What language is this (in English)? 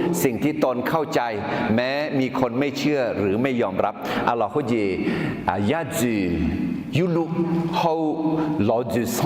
Akha